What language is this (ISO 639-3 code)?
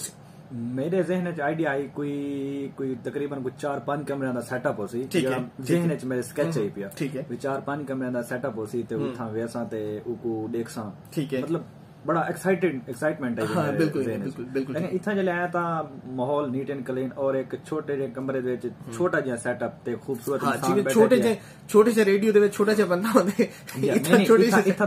skr